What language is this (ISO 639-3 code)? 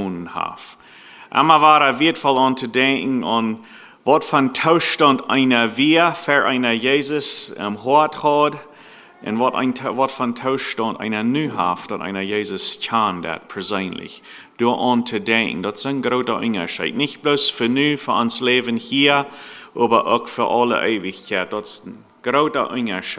pdt